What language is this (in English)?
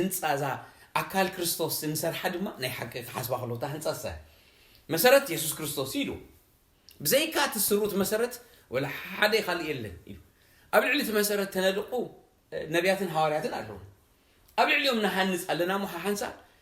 Tigrinya